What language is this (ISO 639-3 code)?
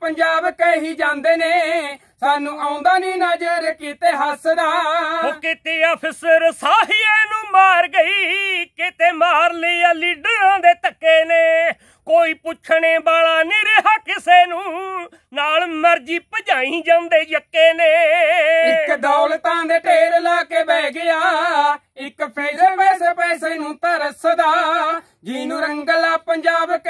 pan